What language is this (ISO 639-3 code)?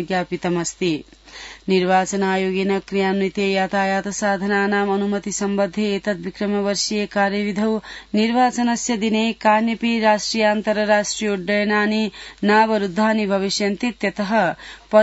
san